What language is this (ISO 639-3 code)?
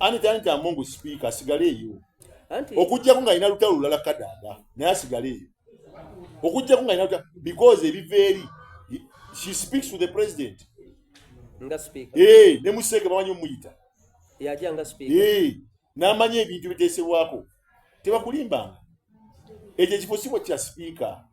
xog